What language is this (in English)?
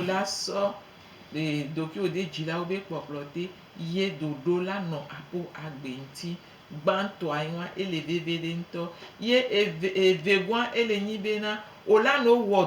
Gen